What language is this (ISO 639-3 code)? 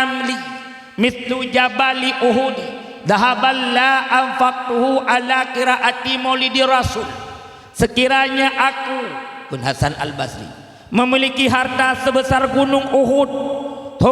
ace